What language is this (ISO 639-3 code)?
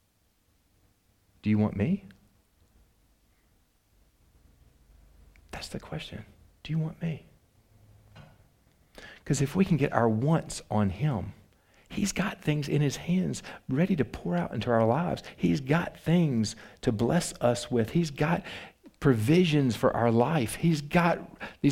eng